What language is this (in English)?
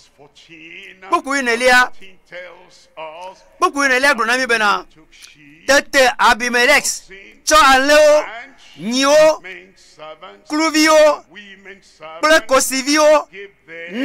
Ewe